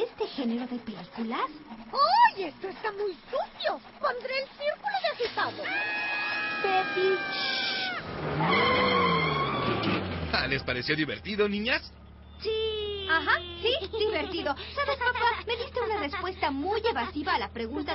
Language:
Spanish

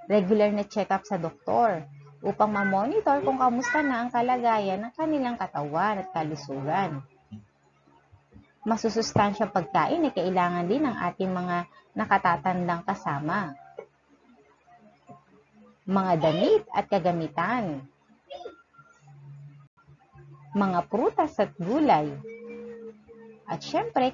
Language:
Filipino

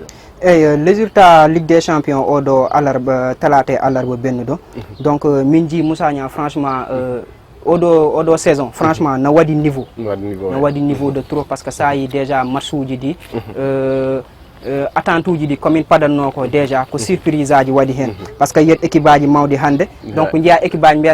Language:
Fula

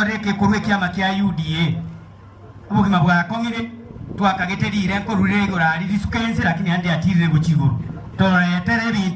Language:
Gusii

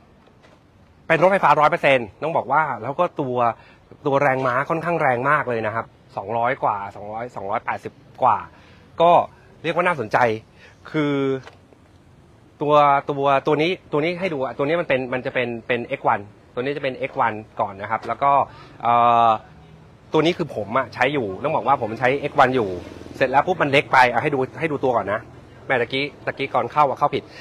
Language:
Thai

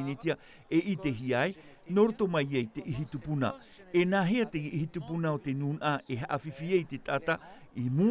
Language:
Tahitian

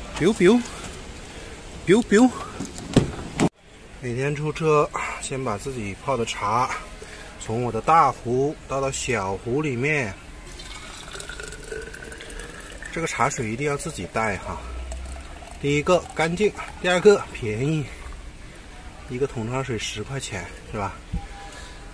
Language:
Chinese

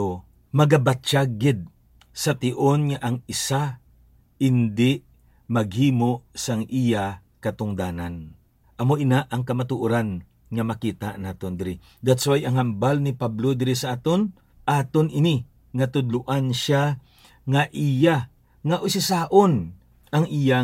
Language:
Hiligaynon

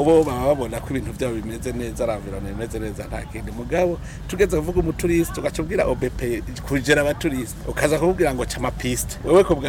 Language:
Rundi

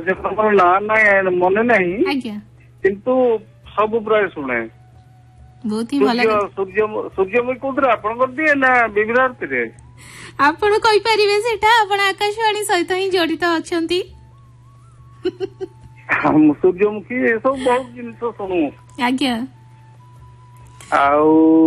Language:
Odia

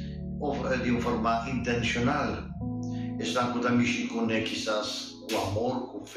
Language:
Papiamento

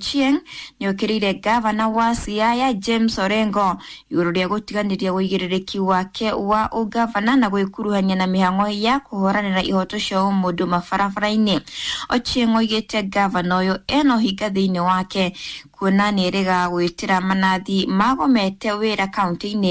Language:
Kikuyu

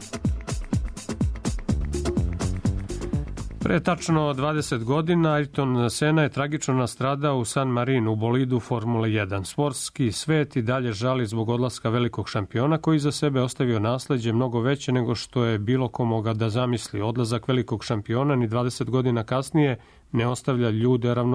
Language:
Serbian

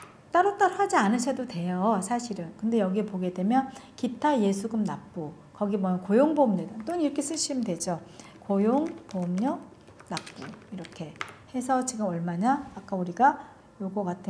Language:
Korean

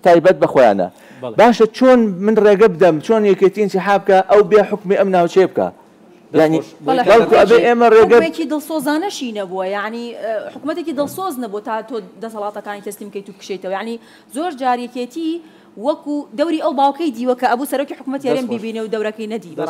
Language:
Central Kurdish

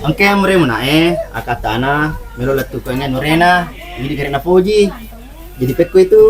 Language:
Buginese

